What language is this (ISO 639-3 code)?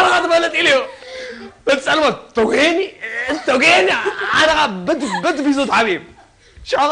tir